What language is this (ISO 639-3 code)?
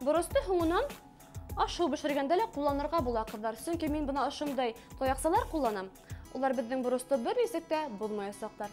bak